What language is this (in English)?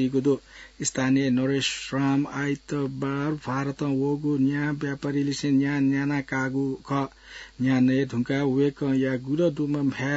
Newari